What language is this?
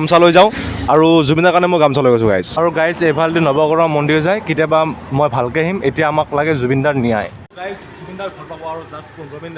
Assamese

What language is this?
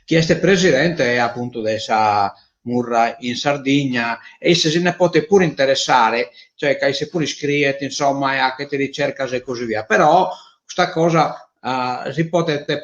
Sardinian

